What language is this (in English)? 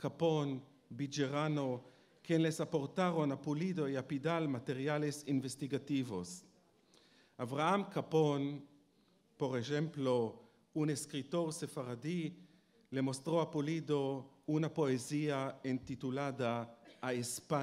Ladino